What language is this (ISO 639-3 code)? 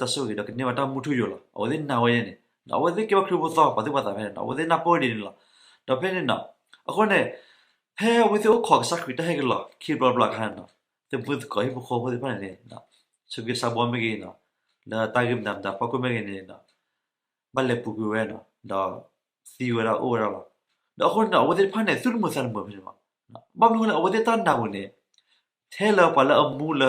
ksw